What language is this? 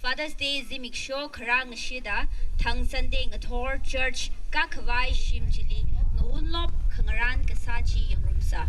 Tangkhul Naga (India)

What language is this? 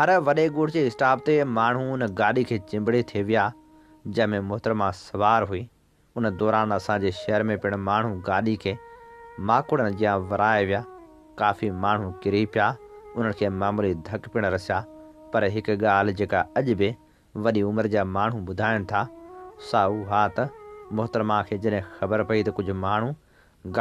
Sindhi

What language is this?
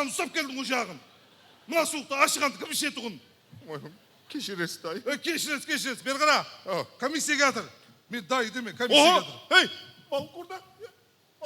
Kara-Kalpak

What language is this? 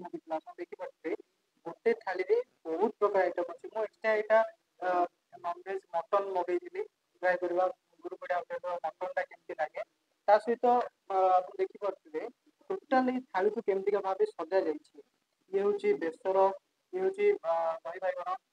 Odia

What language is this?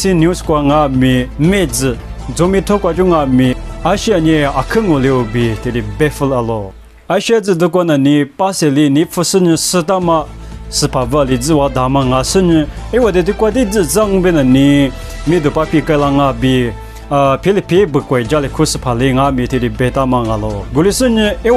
Lisu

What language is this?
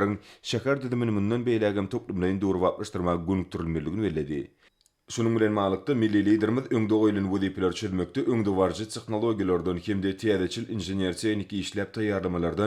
Turkmen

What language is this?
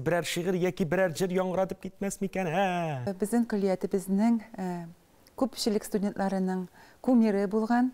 Tatar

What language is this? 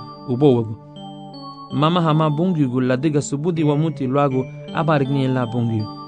Garifuna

